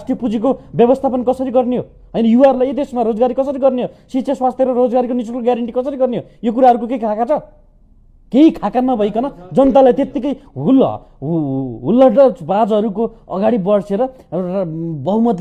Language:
Nepali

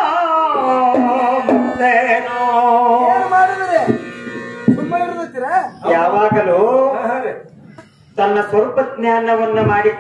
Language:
Kannada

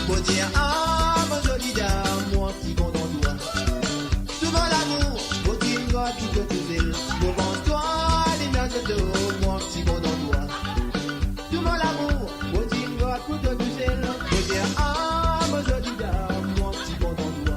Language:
Morisyen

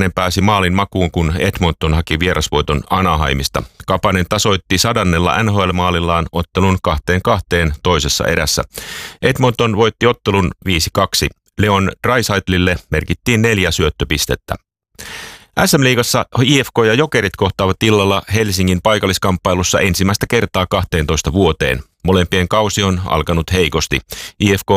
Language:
Finnish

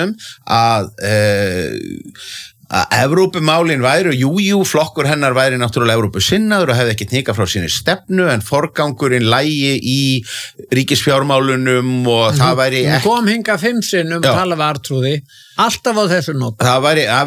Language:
Icelandic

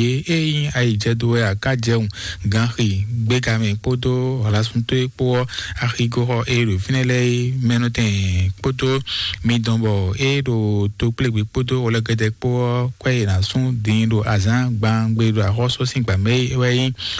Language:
Fon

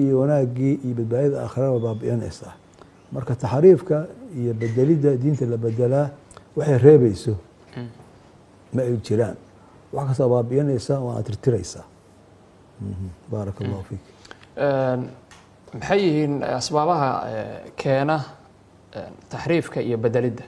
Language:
Somali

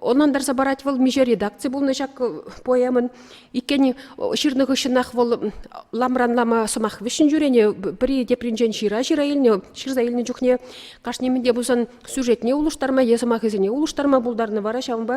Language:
Chuvash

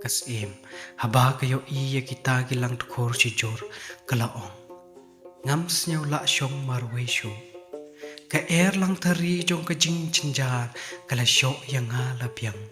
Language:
Khasi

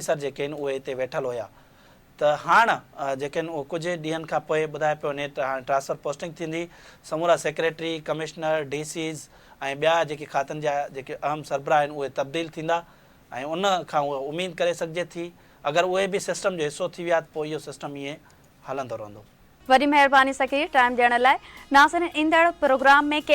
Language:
Sindhi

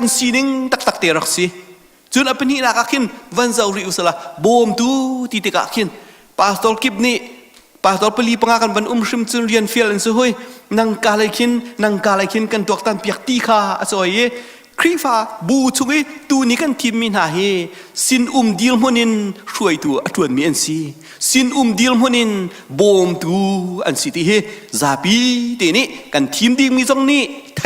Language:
Hakha Chin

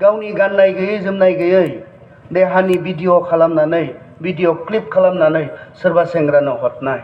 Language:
Bodo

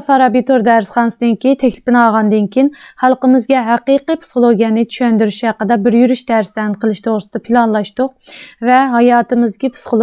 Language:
Uyghur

